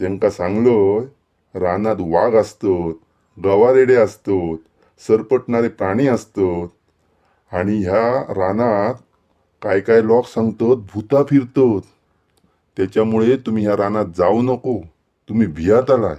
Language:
Konkani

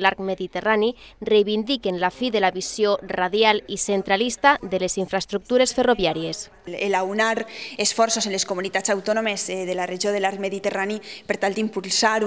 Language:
Catalan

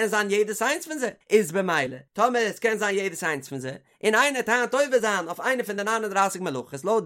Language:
Yiddish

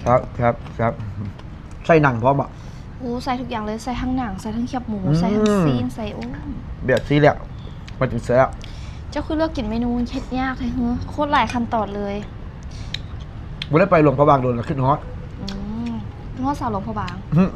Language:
Lao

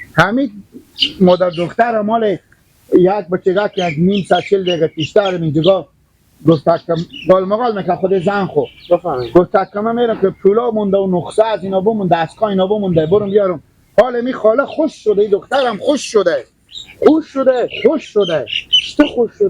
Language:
Hazaragi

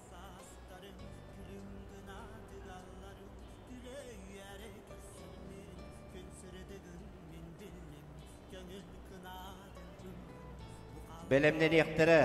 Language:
Yakut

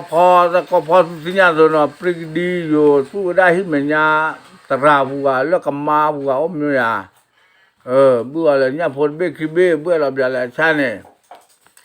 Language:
S'gaw Karen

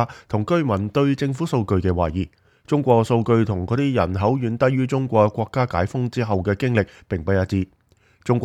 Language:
Cantonese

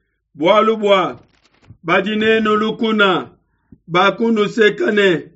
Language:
Luba-Lulua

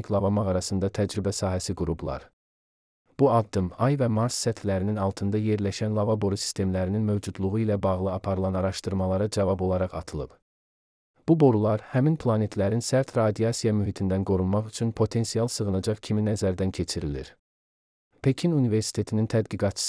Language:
Azerbaijani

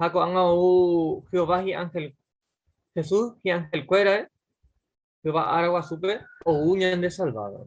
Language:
Guarani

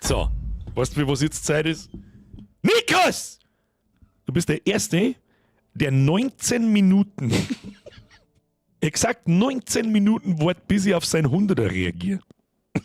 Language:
Bavarian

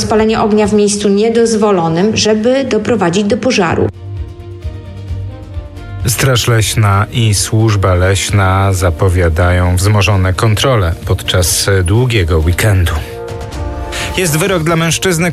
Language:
Polish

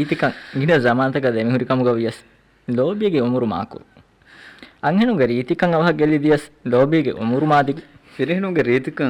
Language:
Divehi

